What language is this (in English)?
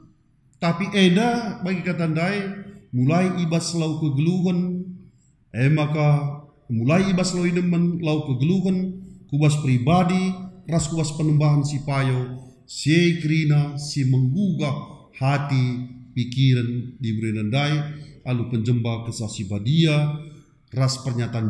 Batak Karo